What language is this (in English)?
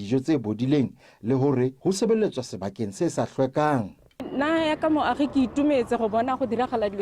Tswana